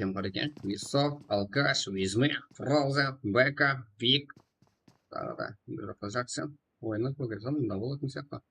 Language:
Kara-Kalpak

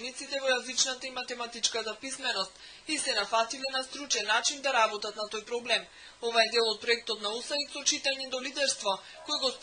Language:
Macedonian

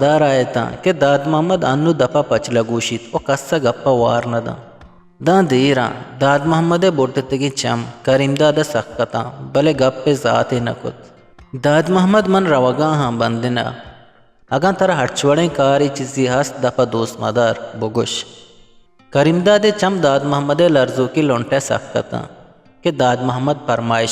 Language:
Eastern Balochi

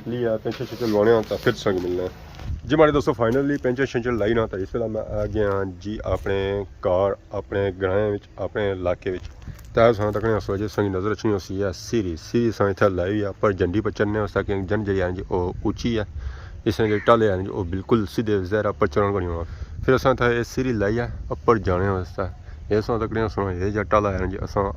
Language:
Pahari-Potwari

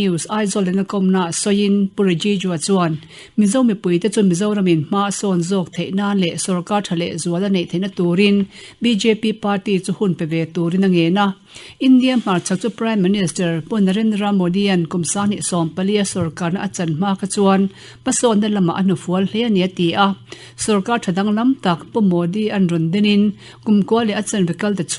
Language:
Mizo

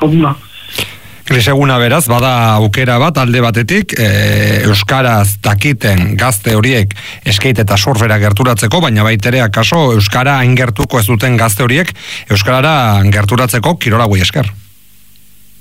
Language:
Basque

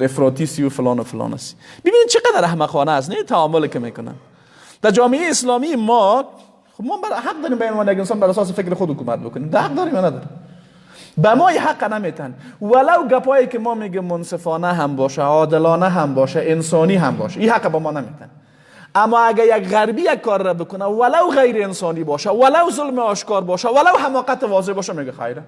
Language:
Persian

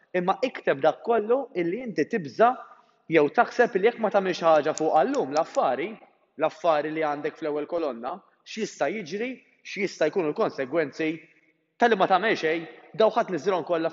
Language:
Maltese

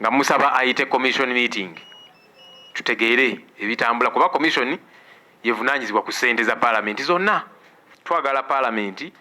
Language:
Ganda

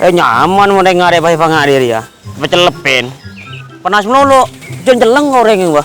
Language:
Madurese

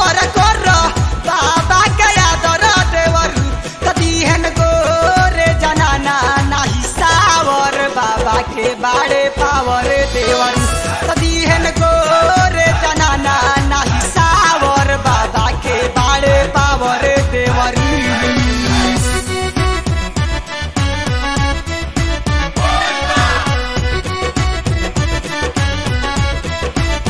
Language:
Bhojpuri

